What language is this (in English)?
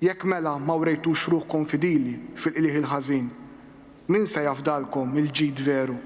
Maltese